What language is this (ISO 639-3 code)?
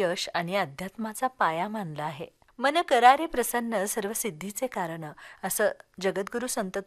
mar